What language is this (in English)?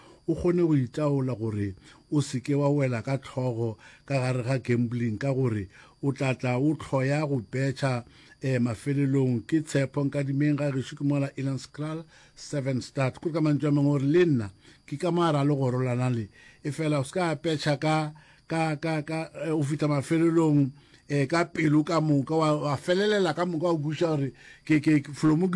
Northern Sotho